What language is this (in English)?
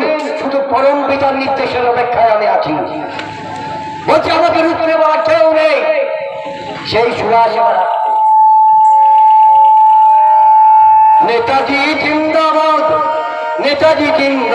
Bangla